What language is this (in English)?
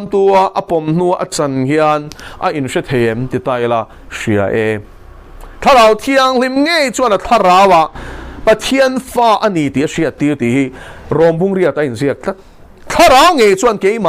Mizo